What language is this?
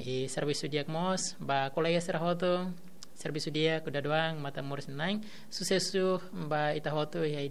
Tetum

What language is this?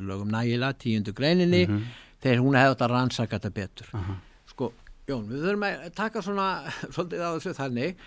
Icelandic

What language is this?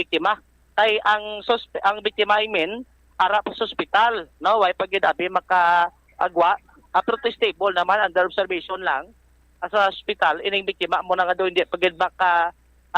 Hiligaynon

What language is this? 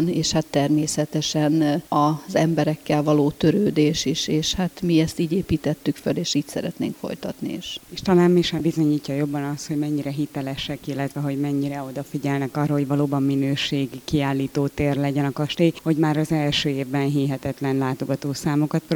Hungarian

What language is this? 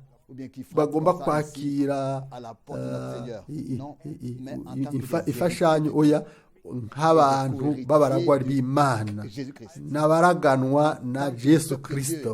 Rundi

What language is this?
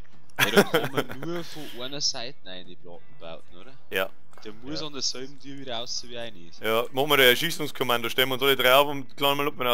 Bavarian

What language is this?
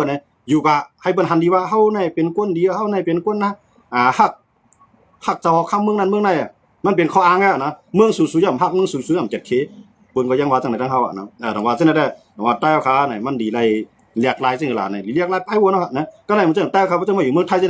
Shan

